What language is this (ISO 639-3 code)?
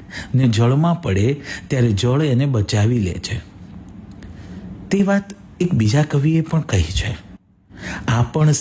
guj